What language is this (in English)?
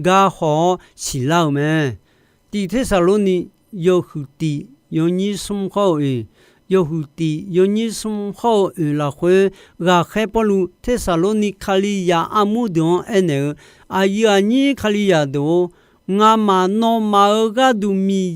Akha